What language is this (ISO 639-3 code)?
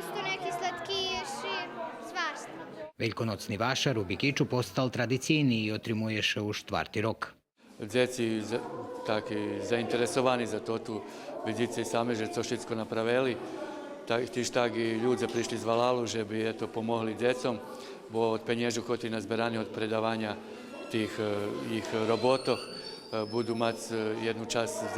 rue